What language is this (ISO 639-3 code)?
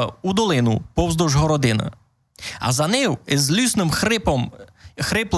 rue